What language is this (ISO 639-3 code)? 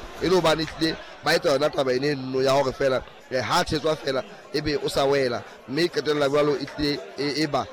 sot